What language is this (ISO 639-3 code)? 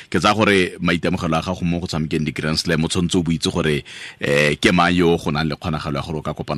tsn